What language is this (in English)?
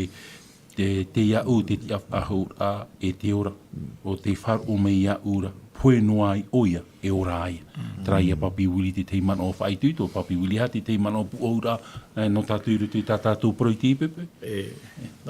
Tahitian